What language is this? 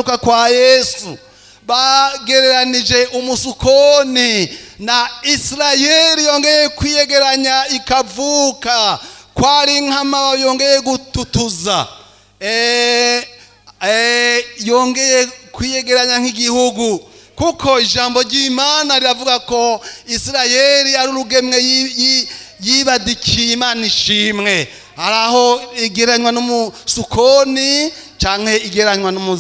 Rundi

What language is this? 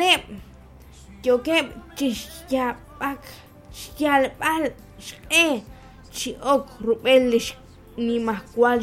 Kekchí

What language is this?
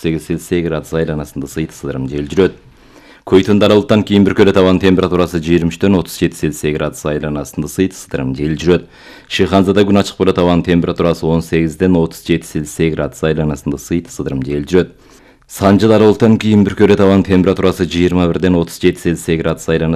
Kyrgyz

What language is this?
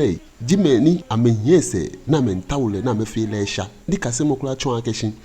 Ga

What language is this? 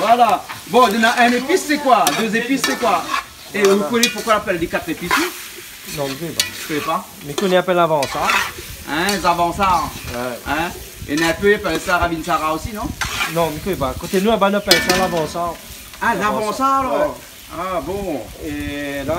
Réunion Creole French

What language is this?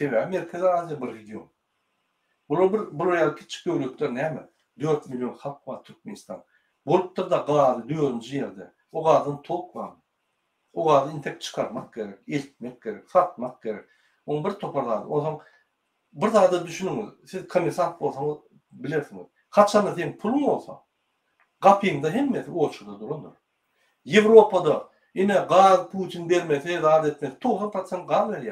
Turkmen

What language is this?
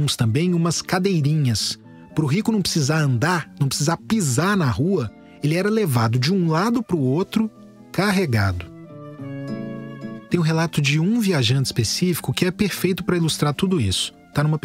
Portuguese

